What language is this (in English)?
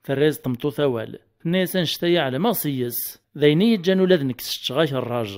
Kabyle